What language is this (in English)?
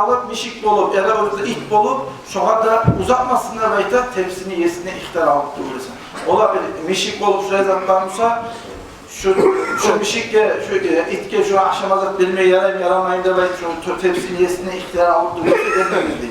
Kumyk